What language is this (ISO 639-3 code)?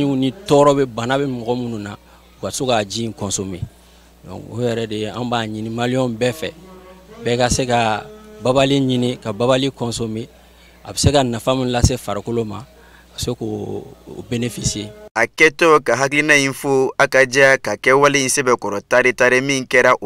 bam